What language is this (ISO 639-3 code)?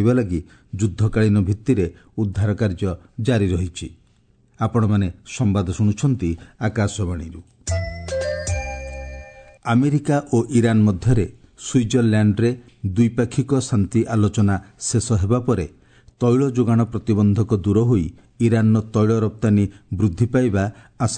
ori